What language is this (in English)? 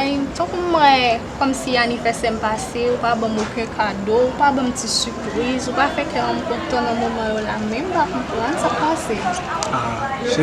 Haitian Creole